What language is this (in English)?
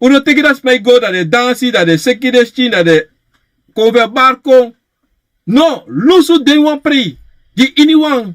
Sranan Tongo